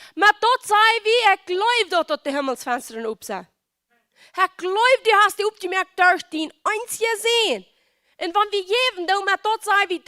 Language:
Plautdietsch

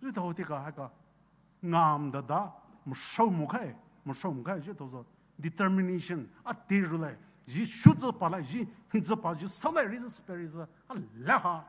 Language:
Poumei Naga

